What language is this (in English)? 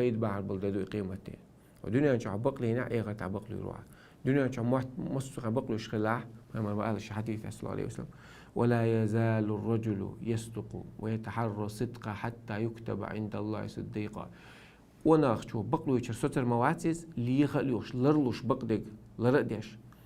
Chechen